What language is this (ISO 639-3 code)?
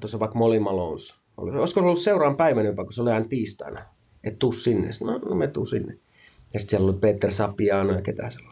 fin